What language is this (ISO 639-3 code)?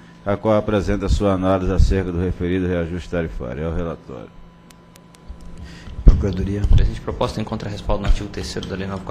por